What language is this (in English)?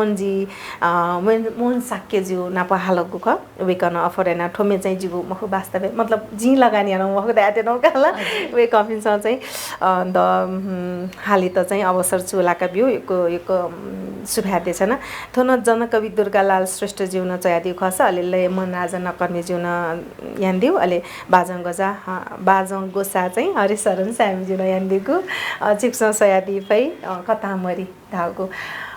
Newari